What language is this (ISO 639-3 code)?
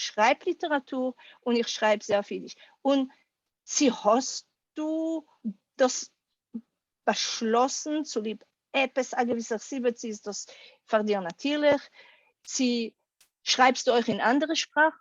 yid